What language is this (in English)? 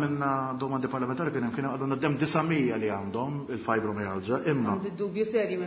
Maltese